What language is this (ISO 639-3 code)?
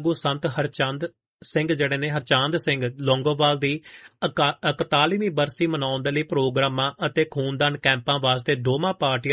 pan